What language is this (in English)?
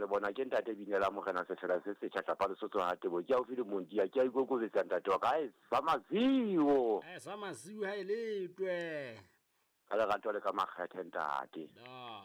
Southern Sotho